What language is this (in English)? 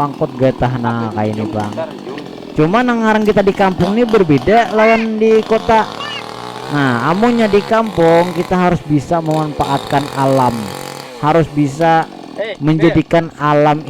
Banjar